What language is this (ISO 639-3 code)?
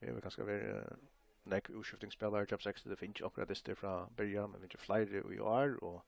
fao